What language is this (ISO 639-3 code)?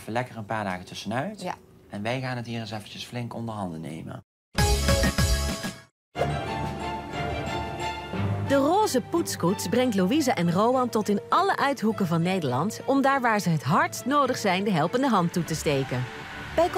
nld